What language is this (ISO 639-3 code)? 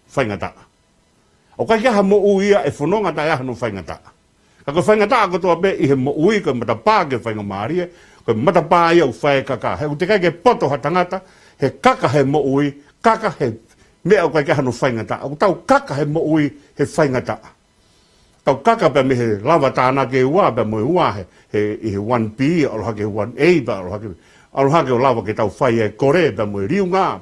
ton